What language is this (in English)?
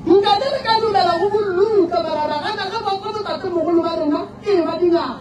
Northern Sotho